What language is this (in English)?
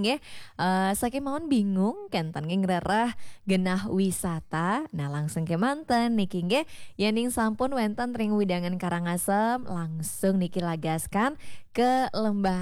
Balinese